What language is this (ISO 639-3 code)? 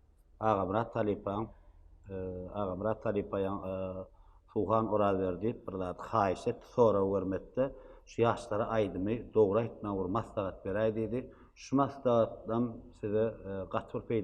tuk